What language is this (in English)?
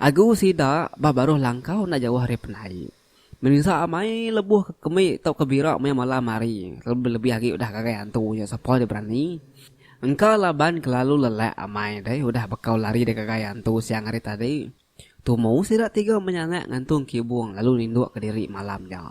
Iban